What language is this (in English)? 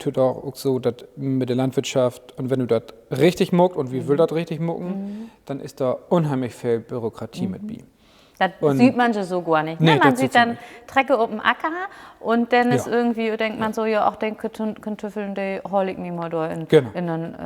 Low German